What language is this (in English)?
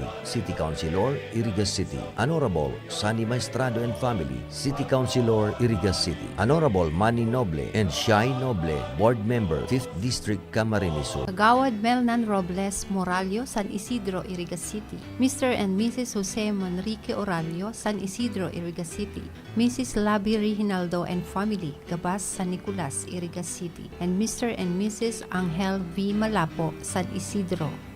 Bikol